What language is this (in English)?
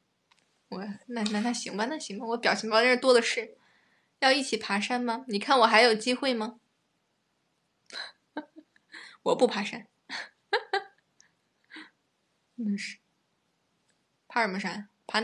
Chinese